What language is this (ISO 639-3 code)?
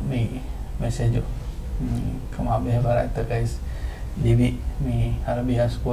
div